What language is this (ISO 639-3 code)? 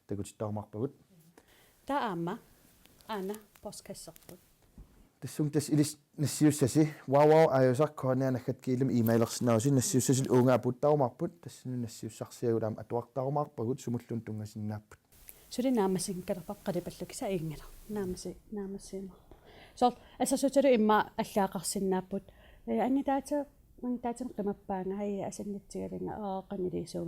kal